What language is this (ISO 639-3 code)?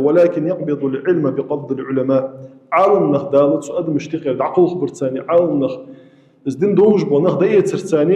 inh